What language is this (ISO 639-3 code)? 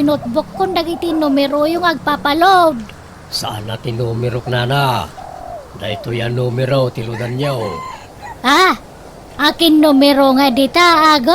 ilo